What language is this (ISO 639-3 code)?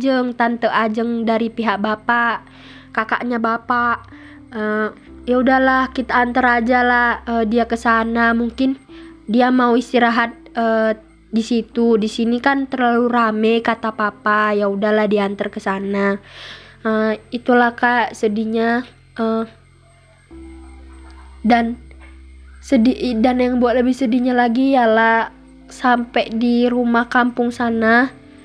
ind